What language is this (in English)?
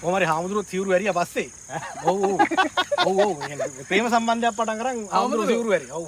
Sinhala